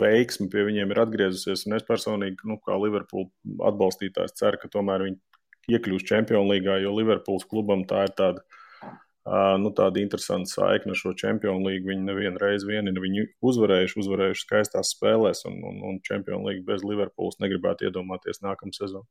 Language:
Latvian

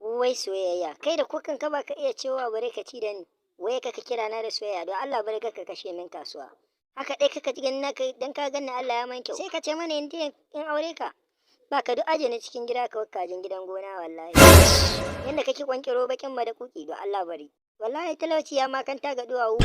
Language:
Hausa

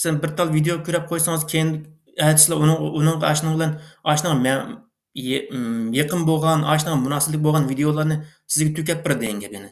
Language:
Uyghur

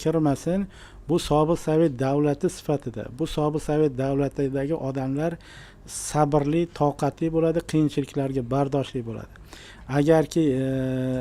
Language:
Uzbek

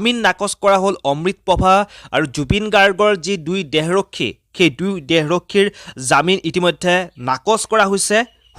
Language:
Assamese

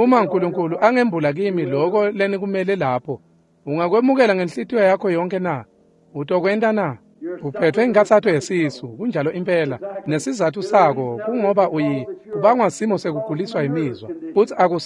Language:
Swati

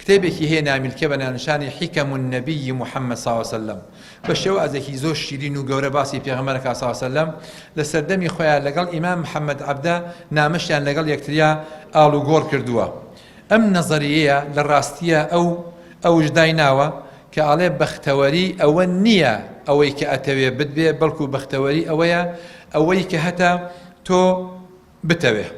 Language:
Central Kurdish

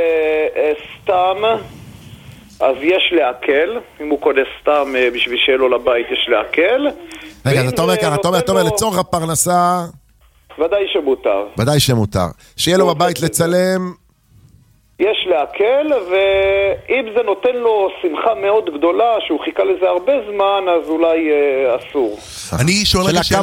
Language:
Hebrew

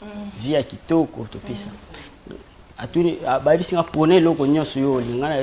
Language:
Lingala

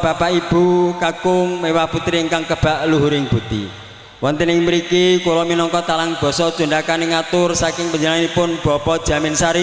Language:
Javanese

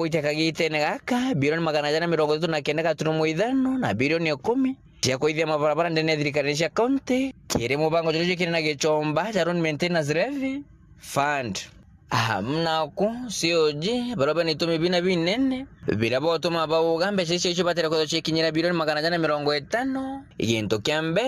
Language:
Meru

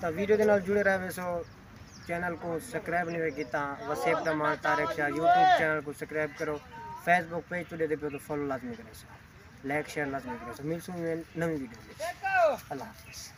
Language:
Saraiki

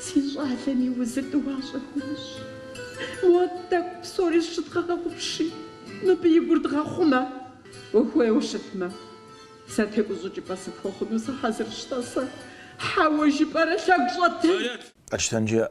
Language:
Kabardian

